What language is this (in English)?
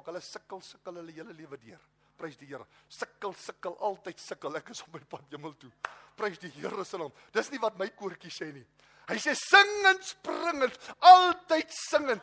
Afrikaans